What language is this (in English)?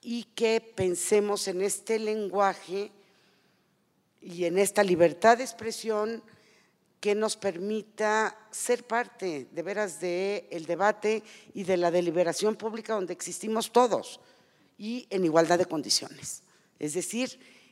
Spanish